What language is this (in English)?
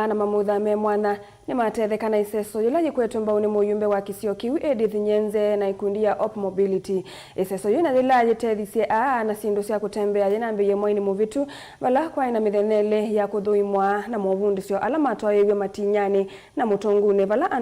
Kamba